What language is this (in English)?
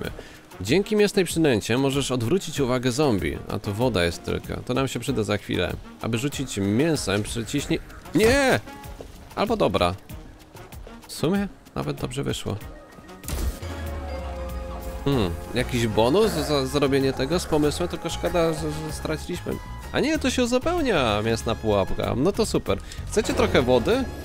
Polish